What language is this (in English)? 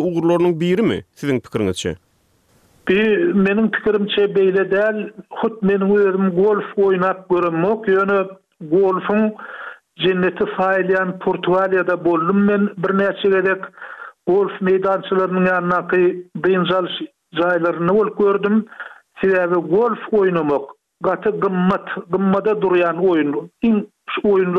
Turkmen